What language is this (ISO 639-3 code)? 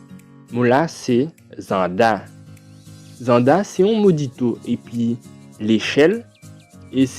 gcf